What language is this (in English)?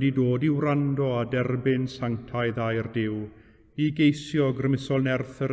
Welsh